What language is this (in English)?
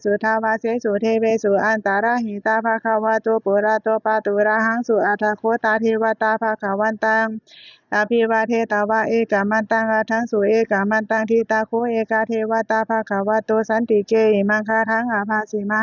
Pali